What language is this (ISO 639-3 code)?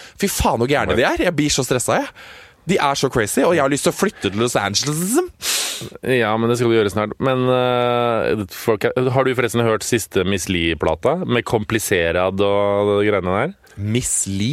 nor